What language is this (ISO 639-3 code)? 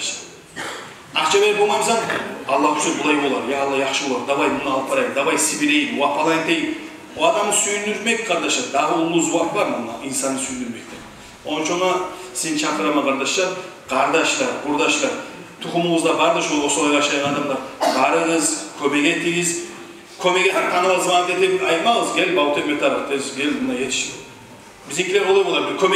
kum